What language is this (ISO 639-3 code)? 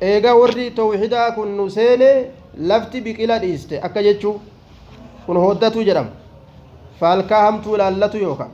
orm